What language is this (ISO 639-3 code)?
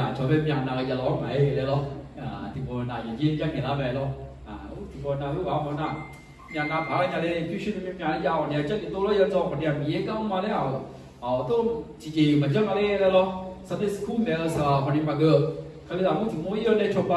ahk